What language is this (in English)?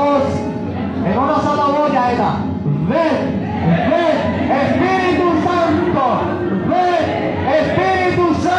Guarani